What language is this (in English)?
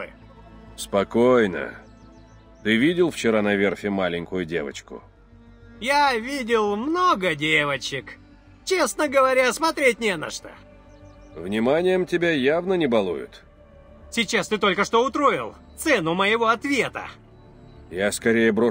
Russian